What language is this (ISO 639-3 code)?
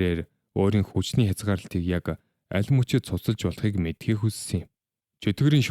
mon